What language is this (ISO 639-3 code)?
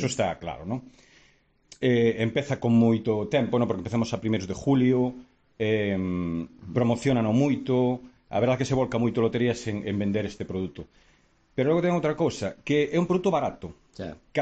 glg